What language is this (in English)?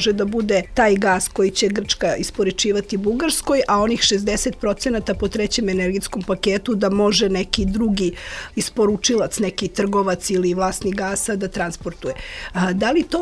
Serbian